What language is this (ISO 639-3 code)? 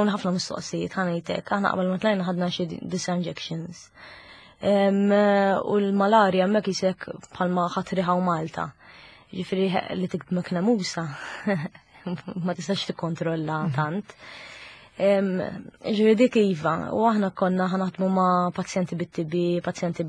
mlt